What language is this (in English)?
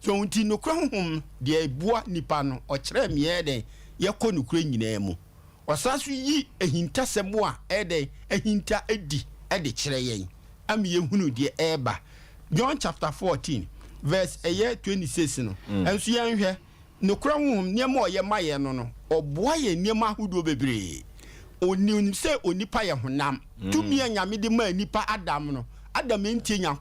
Akan